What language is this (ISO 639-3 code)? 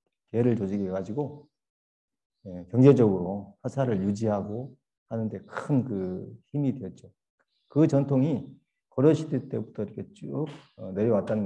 kor